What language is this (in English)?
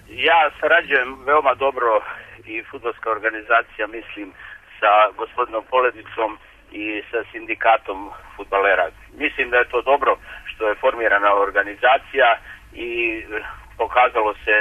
Serbian